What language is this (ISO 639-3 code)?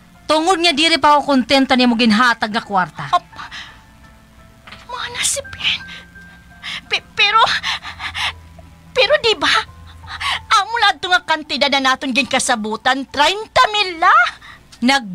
war